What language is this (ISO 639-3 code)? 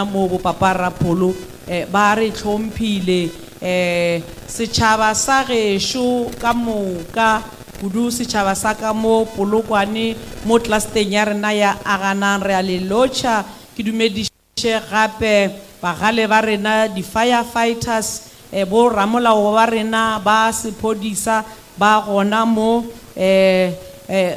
nso